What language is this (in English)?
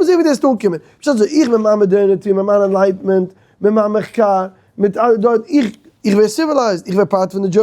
Yiddish